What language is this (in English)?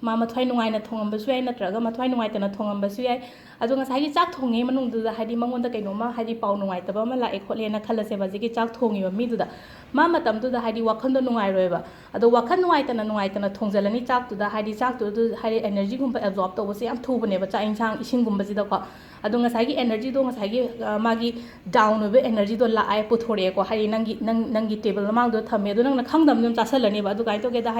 Manipuri